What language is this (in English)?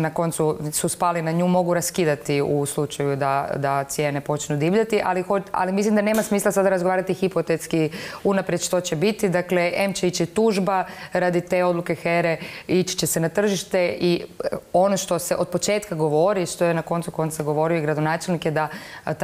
Croatian